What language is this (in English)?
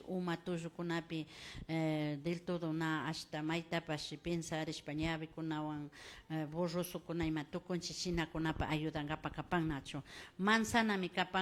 Imbabura Highland Quichua